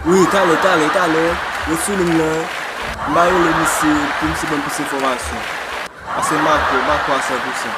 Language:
Haitian Creole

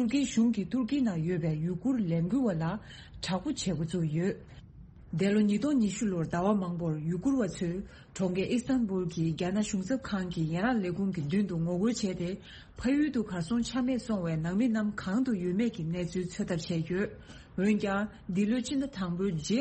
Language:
Tibetan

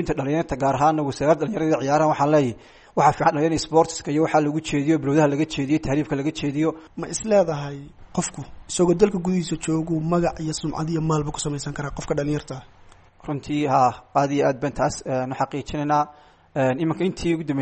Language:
Somali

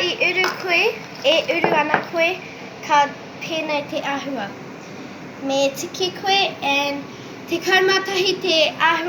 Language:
Māori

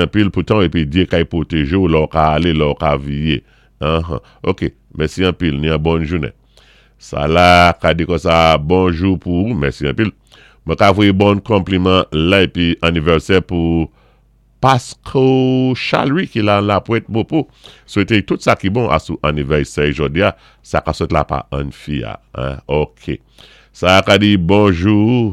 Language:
Saint Lucian Creole French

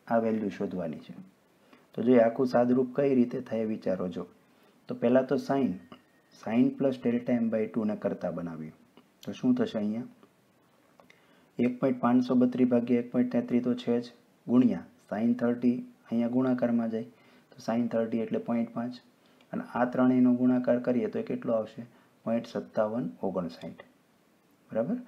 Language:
Gujarati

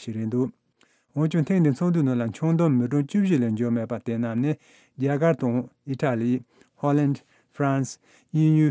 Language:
Tibetan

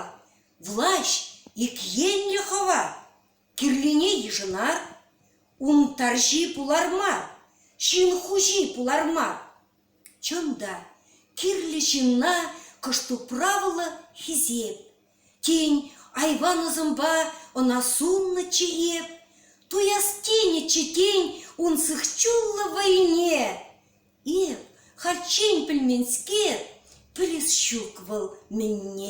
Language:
Chuvash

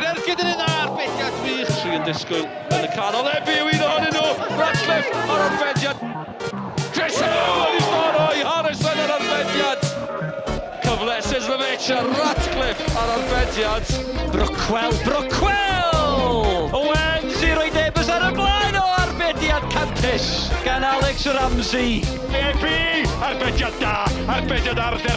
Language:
Welsh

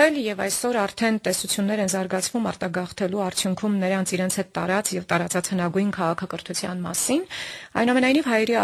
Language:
Armenian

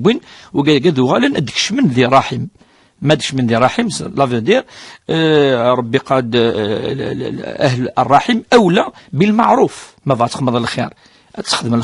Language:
Kabyle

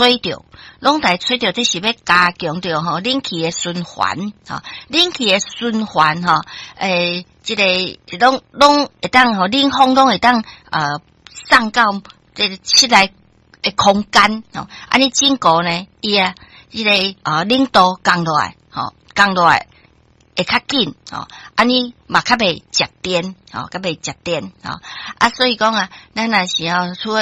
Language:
Min Nan Chinese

